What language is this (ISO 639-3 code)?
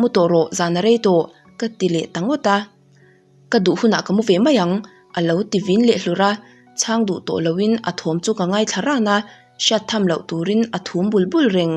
lus